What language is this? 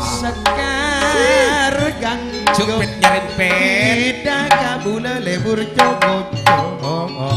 Madurese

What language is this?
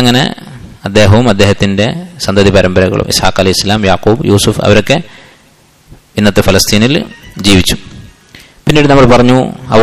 Malayalam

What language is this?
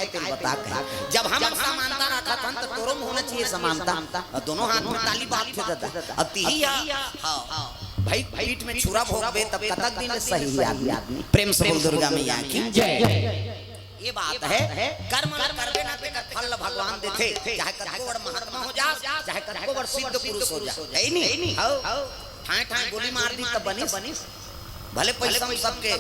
Chhattisgarhi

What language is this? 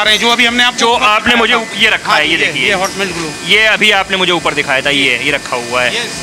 Hindi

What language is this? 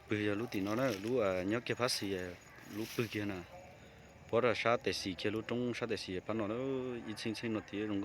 Hmong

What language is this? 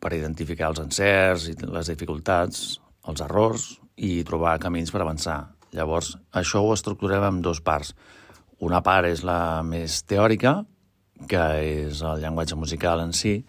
Catalan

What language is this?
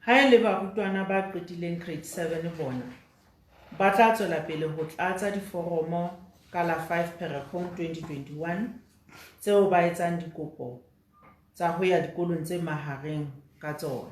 Southern Sotho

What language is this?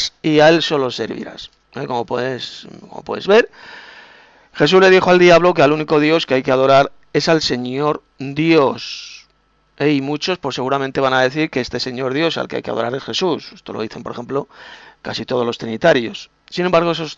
Spanish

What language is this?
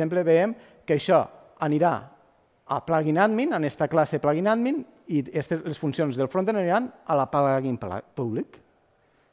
Catalan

